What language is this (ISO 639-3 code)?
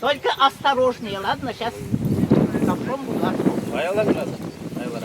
chv